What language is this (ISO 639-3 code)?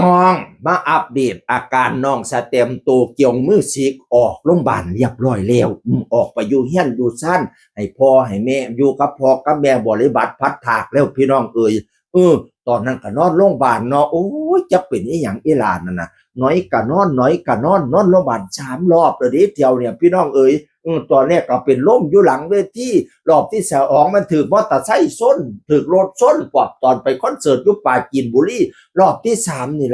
tts